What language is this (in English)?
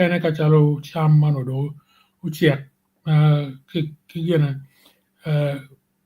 Acoli